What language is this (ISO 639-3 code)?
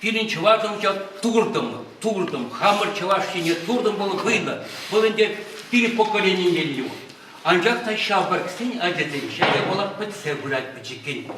chv